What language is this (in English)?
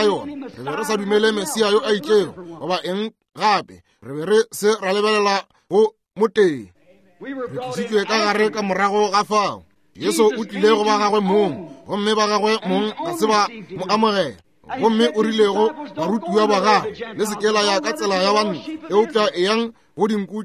Northern Sotho